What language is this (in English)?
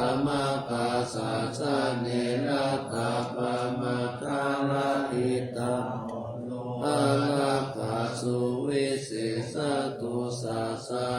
Pali